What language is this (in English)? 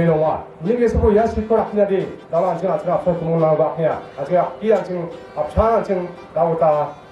Garo